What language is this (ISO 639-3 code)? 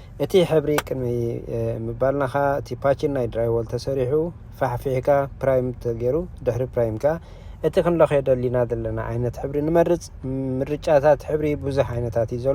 tir